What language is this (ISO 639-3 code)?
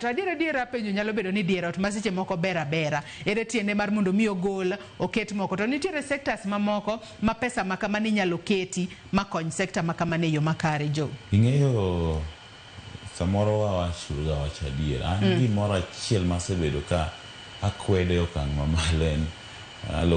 luo